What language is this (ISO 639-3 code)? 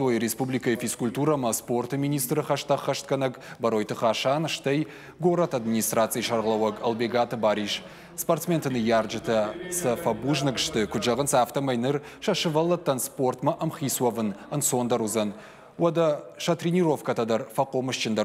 oss